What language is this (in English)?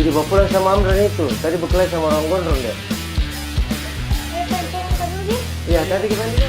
Makassar Malay